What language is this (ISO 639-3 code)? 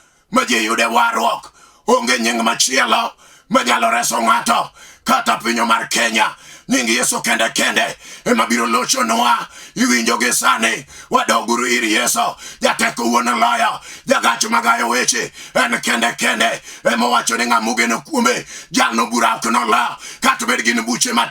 luo